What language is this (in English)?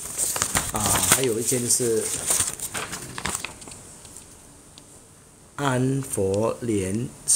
Chinese